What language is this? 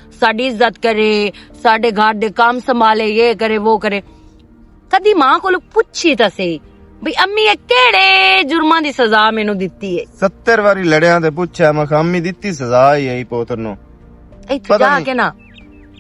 Western Panjabi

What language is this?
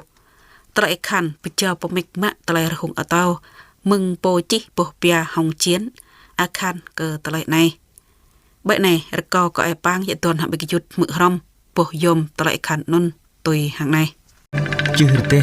Jarai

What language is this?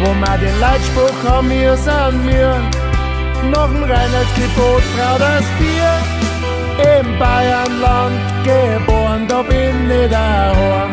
Bavarian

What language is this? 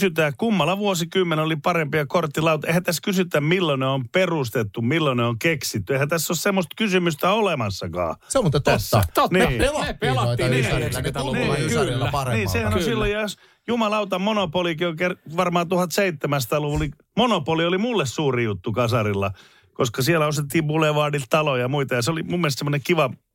Finnish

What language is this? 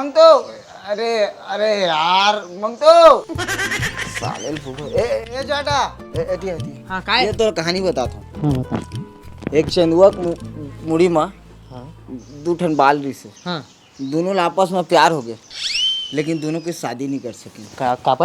Chhattisgarhi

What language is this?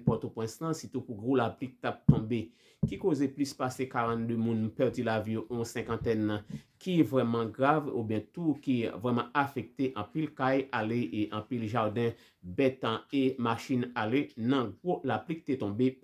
Haitian Creole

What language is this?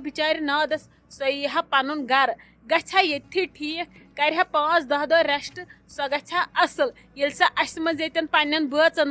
Kashmiri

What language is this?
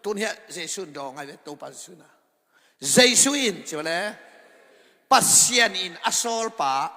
Tedim Chin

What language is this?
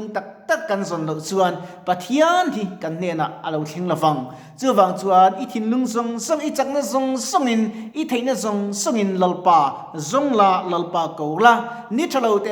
Mizo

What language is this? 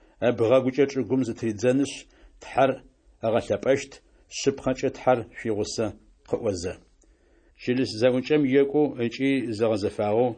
Adyghe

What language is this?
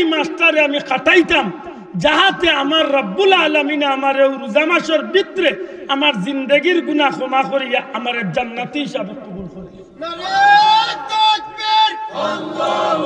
Sylheti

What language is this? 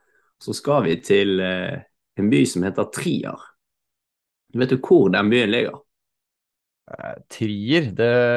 Norwegian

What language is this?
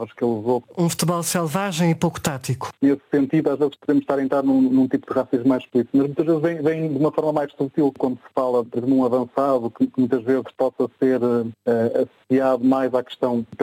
Portuguese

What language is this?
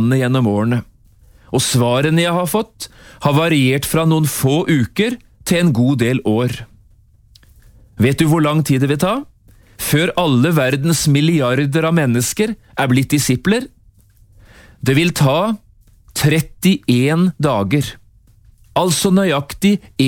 Norwegian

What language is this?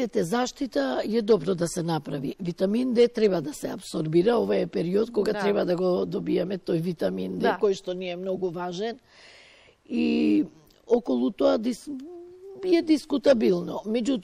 Macedonian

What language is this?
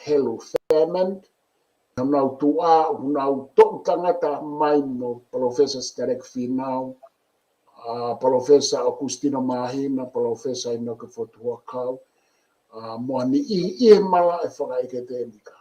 Tongan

